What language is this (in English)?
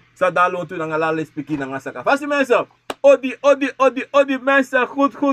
Sranan Tongo